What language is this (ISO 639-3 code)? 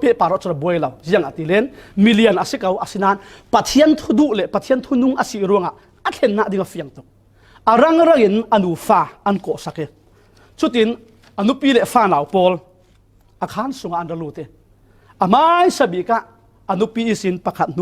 cfm